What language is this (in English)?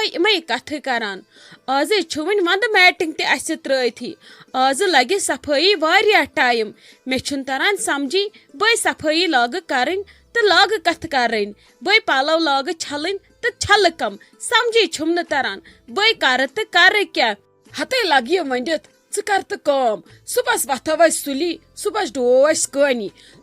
Kashmiri